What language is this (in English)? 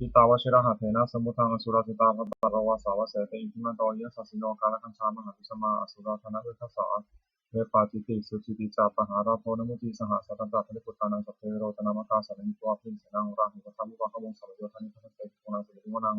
Pali